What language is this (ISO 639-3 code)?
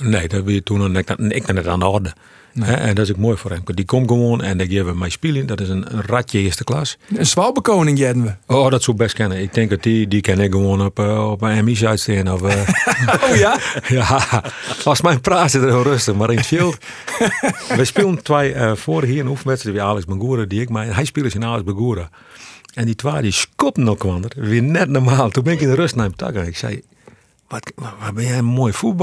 fry